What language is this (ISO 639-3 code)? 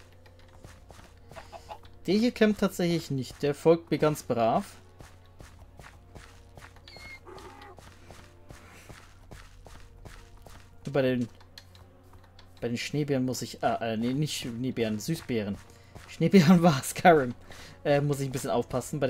deu